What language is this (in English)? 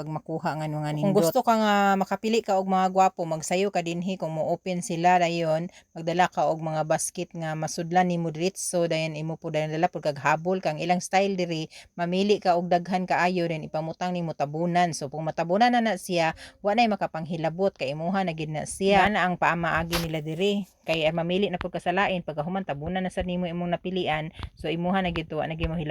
Cebuano